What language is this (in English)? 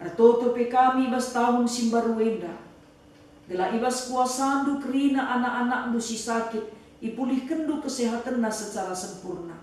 Batak Karo